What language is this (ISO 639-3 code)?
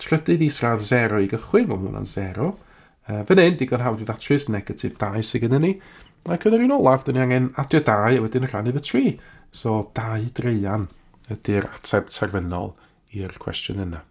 cym